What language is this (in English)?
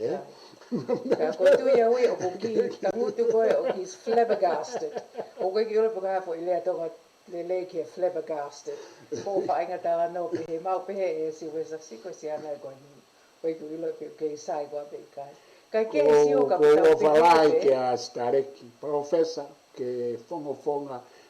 Tongan